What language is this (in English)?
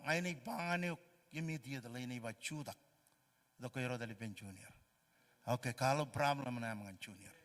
Marshallese